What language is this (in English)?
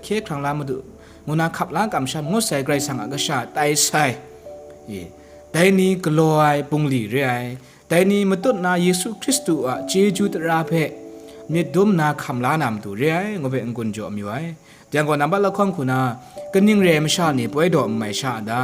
Kachin